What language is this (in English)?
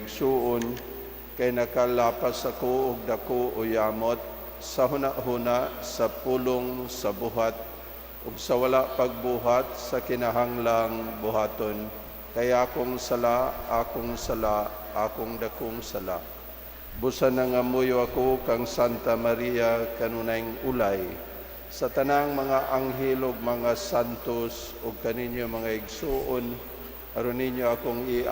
Cebuano